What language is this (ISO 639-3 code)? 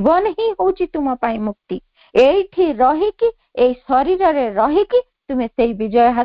ori